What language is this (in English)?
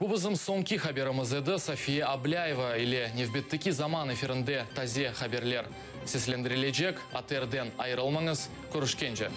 Crimean Tatar